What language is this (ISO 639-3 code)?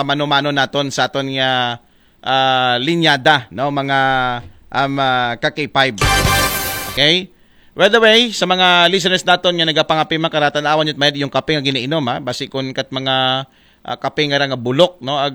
akl